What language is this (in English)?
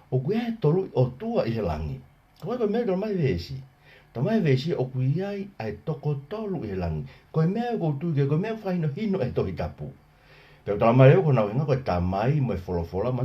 Tongan